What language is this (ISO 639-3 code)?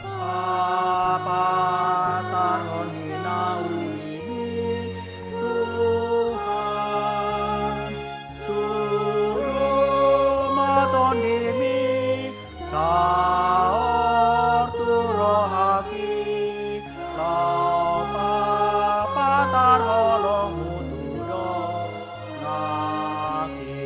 bbc